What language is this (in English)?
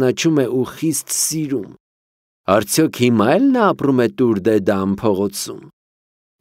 Armenian